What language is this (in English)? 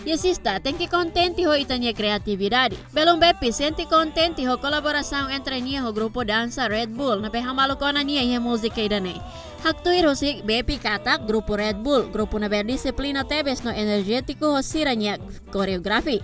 Tetum